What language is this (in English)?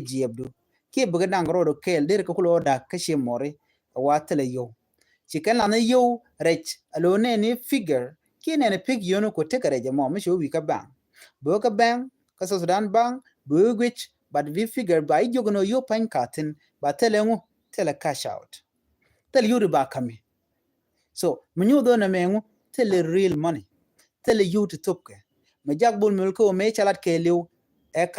Nuer